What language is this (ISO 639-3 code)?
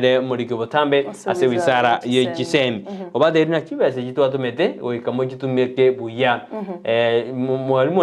guz